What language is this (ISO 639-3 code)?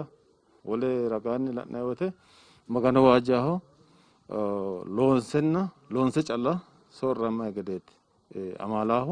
sid